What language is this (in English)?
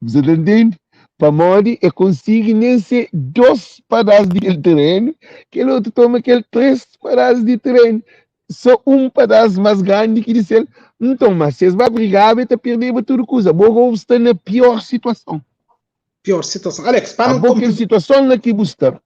Kabuverdianu